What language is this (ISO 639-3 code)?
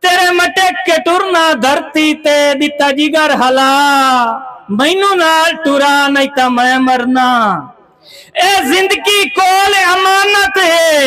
skr